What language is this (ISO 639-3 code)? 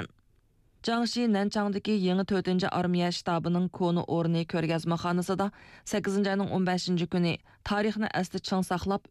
uig